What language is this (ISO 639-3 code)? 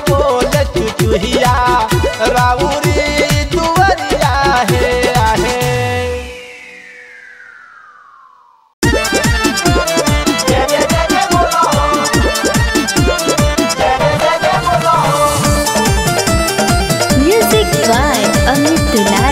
bho